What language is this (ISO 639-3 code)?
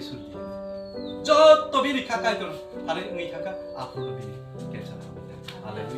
trp